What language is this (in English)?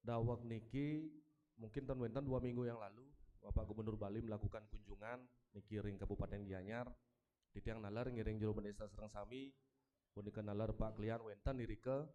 Balinese